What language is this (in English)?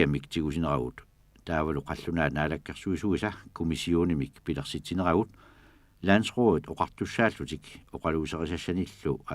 Kalaallisut